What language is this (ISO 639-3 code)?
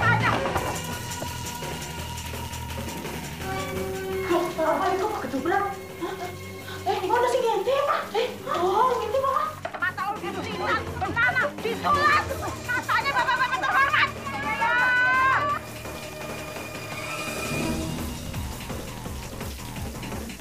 ind